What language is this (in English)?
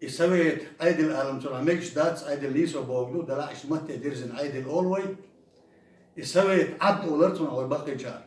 Chechen